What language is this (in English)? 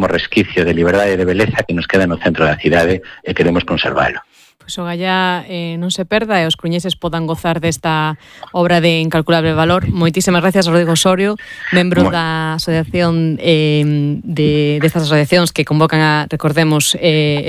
Galician